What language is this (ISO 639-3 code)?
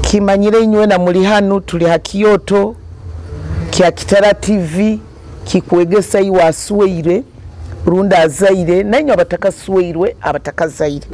nyo